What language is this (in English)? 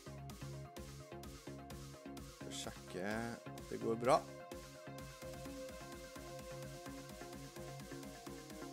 Norwegian